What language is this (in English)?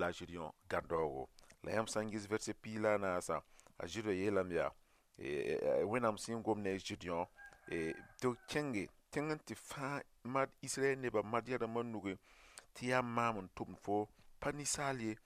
Mossi